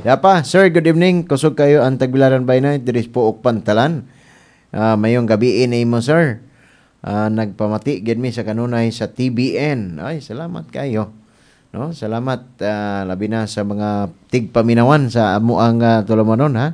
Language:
Cebuano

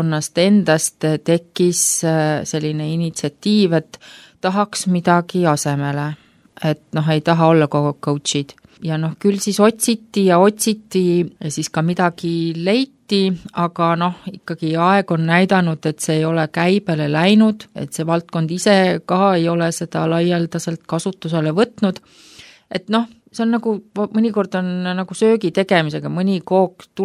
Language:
Estonian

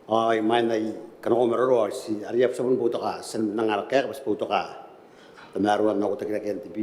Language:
Gilbertese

